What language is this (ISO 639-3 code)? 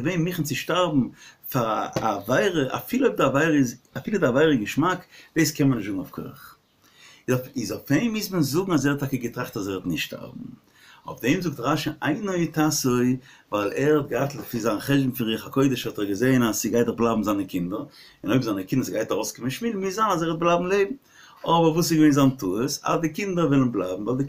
yid